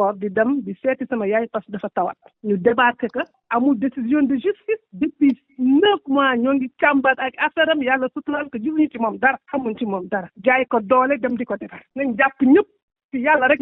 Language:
Wolof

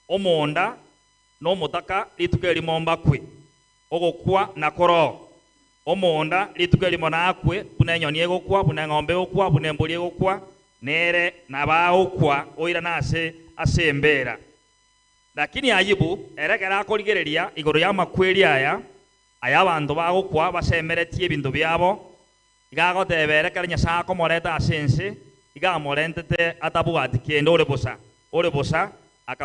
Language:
Gusii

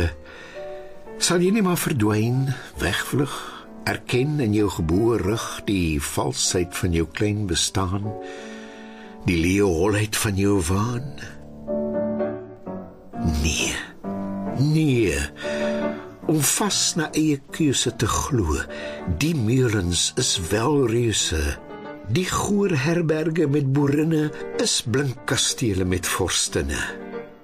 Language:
Afrikaans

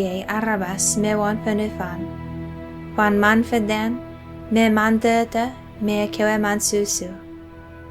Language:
Chuukese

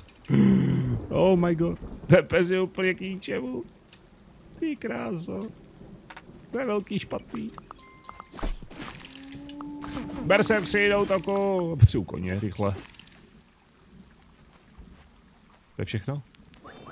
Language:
Czech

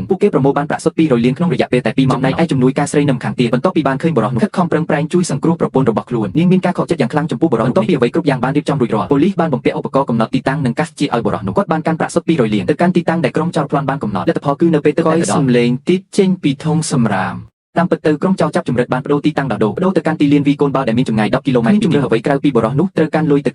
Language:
Khmer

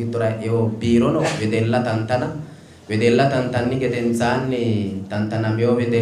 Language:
Sidamo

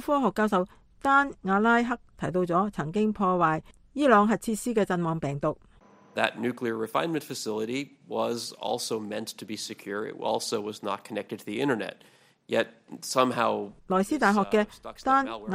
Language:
Cantonese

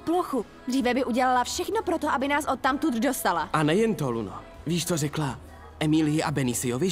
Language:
Czech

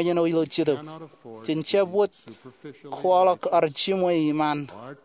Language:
Marshallese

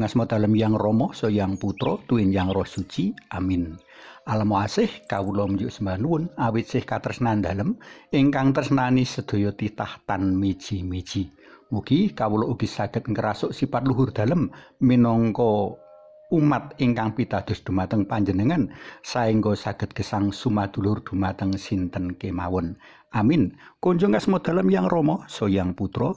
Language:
Javanese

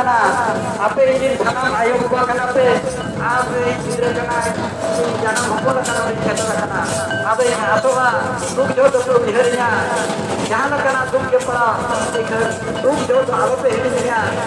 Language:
Santali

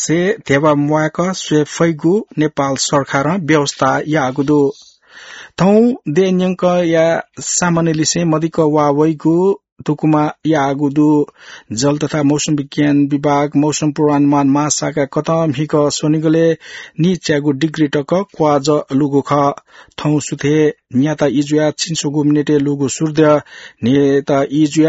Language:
Newari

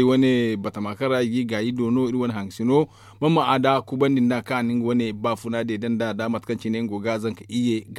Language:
Zarma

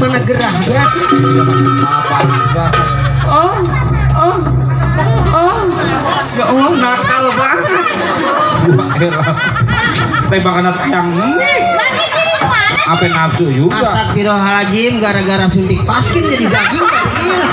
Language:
Betawi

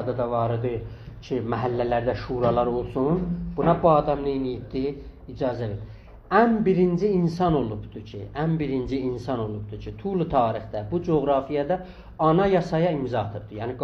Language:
South Azerbaijani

